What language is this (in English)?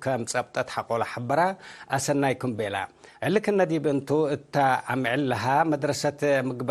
Tigre